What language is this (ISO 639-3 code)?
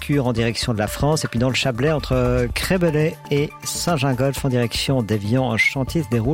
fra